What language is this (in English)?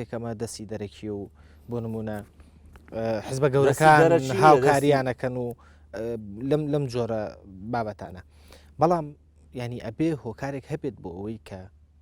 Central Kurdish